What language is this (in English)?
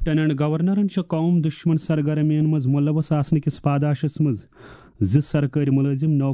Kashmiri